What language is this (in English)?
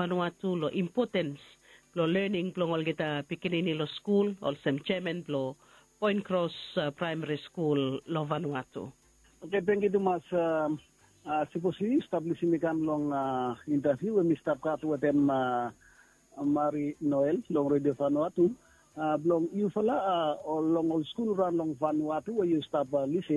Bislama